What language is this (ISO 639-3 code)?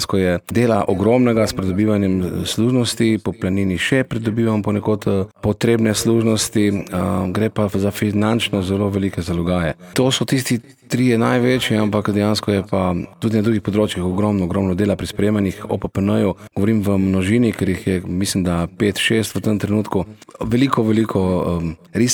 slv